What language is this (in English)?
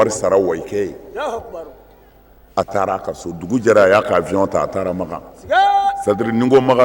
Bambara